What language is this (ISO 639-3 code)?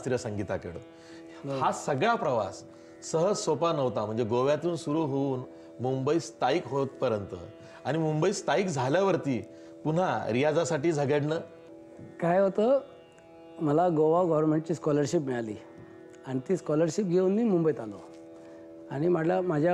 mar